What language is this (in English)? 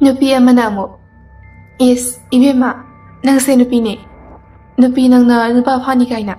Manipuri